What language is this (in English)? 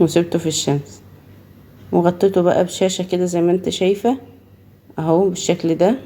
Egyptian Arabic